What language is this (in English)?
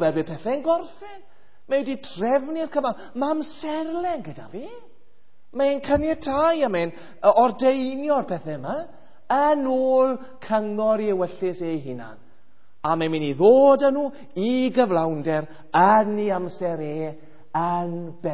Welsh